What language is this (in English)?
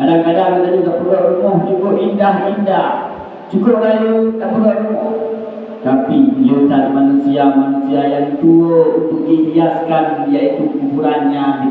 Achinese